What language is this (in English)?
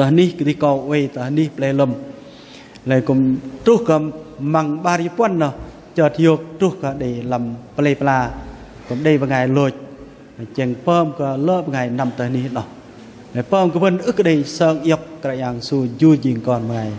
Bahnar